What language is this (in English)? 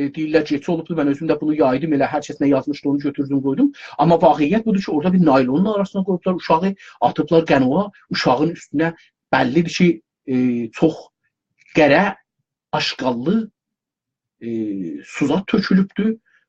South Azerbaijani